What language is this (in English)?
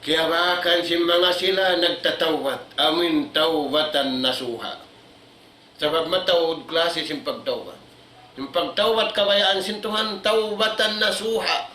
Tausug